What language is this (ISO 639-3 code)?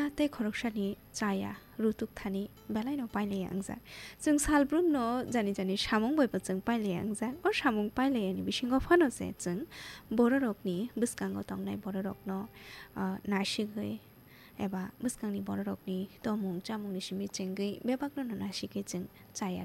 trp